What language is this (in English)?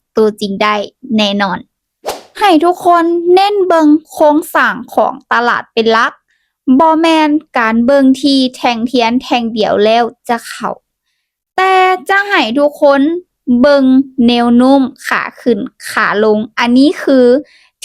Lao